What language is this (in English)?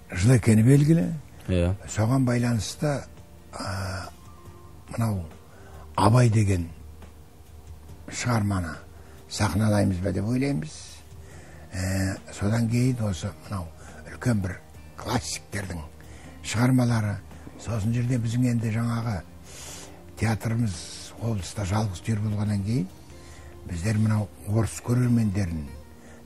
Kazakh